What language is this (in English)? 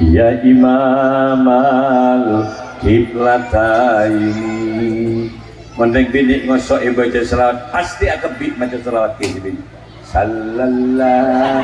Madurese